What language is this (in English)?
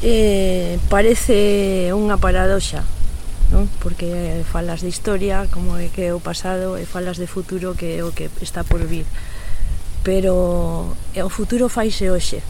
Galician